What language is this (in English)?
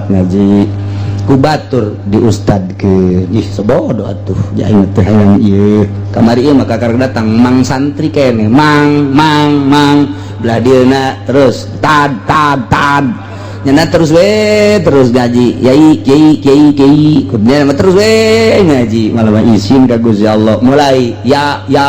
Sundanese